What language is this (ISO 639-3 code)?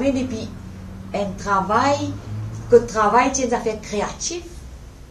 mfe